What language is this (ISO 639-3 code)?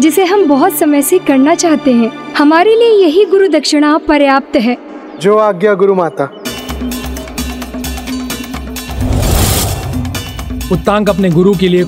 hin